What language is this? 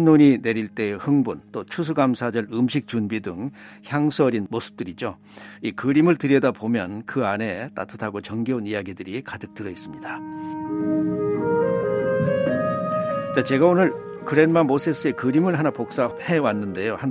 Korean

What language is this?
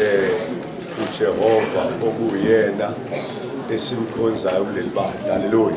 Zulu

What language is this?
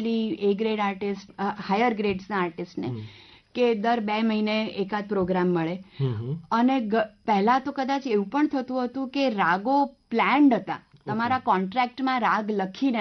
Gujarati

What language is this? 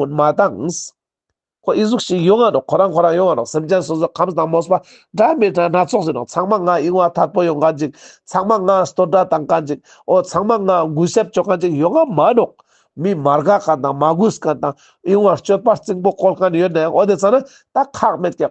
Ladakhi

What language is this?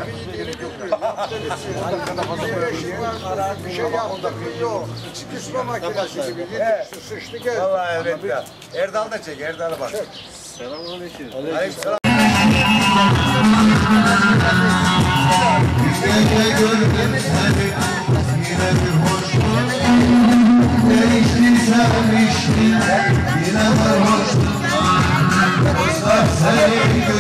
Turkish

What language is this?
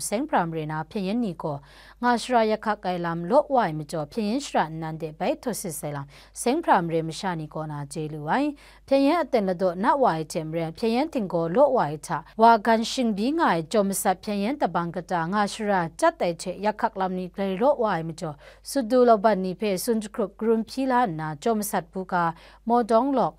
Kachin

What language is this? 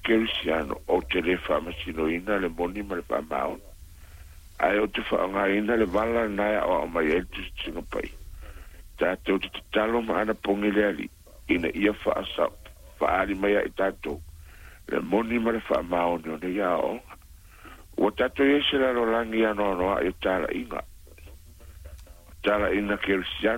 Samoan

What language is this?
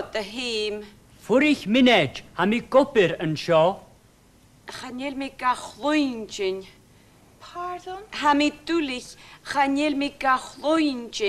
Scottish Gaelic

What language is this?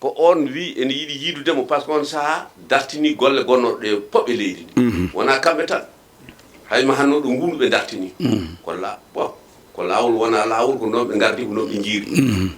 Fula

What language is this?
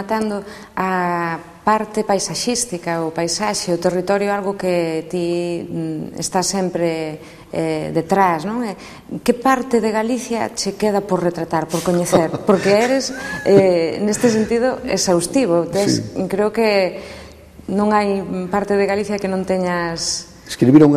Galician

